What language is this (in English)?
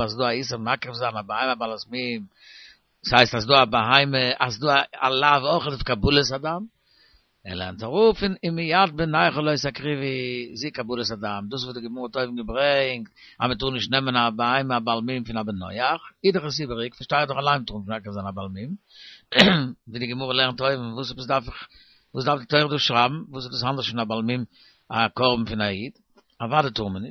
Yiddish